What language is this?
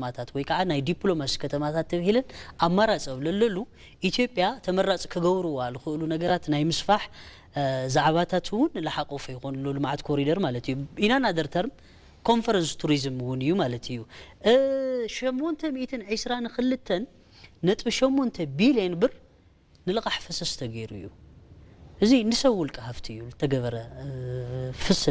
Tigrinya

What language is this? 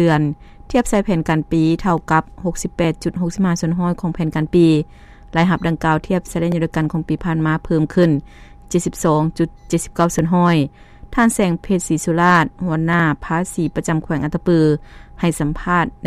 Lao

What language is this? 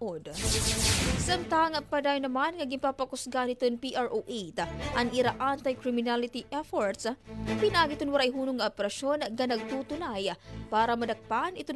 Waray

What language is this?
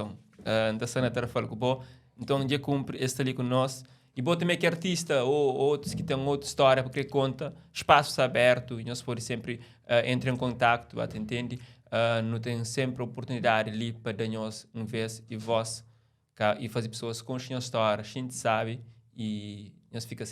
Kabuverdianu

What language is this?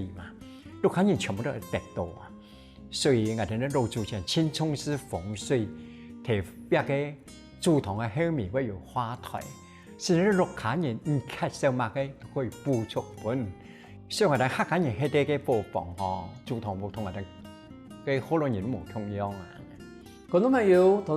Hakka Chinese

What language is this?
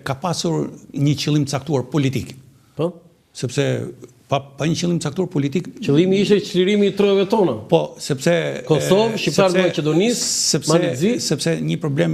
Albanian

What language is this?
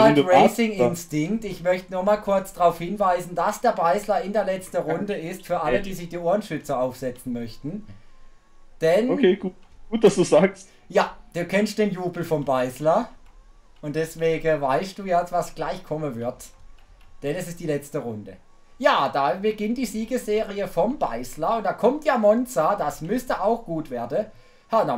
German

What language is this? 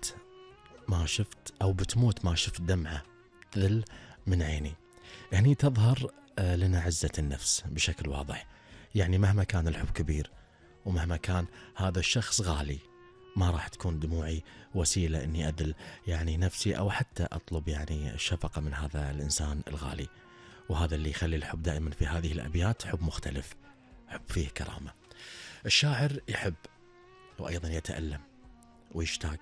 Gulf Arabic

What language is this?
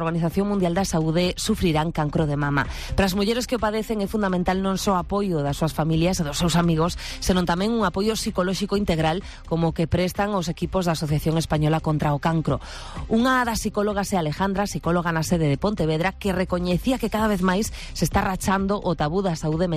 Galician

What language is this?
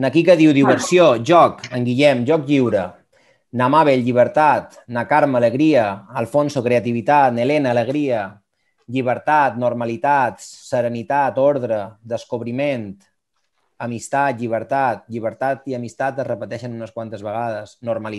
Catalan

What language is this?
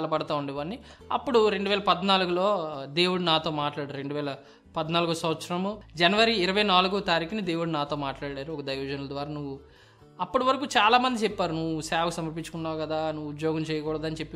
Telugu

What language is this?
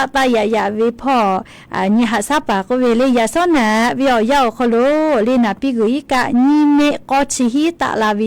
Lahu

